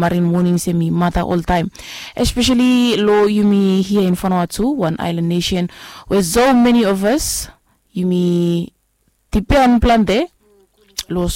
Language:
Bislama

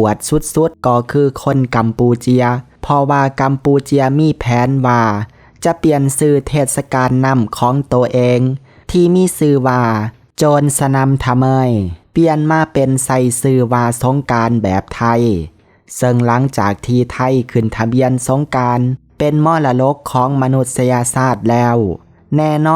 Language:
Lao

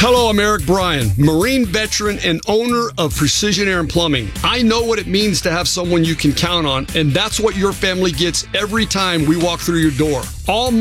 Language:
English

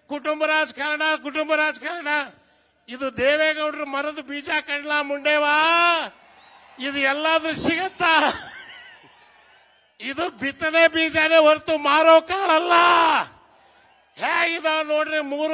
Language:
Kannada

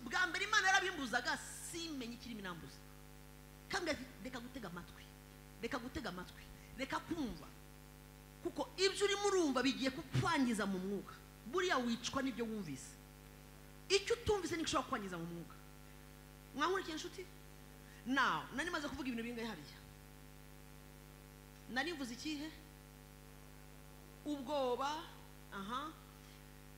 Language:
Kinyarwanda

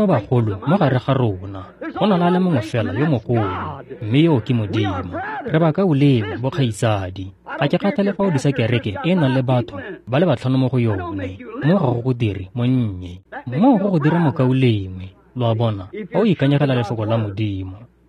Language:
Tswana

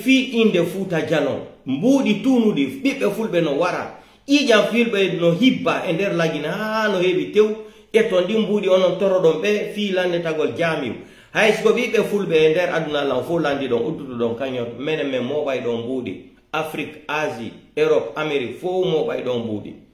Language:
Pular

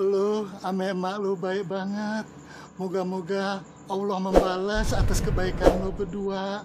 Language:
Betawi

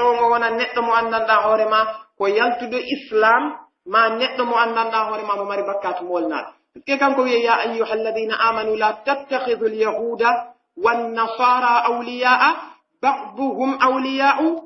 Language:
Pular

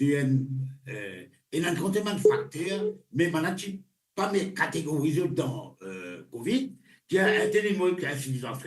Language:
Morisyen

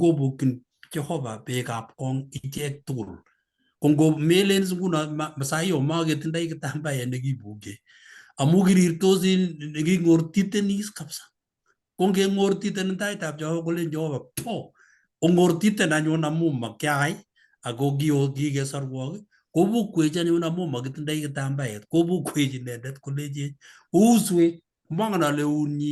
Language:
Kalenjin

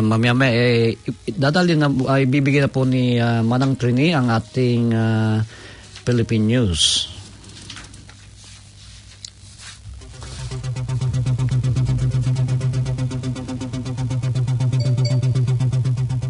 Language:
Filipino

